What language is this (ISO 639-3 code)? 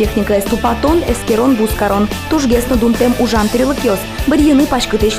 udm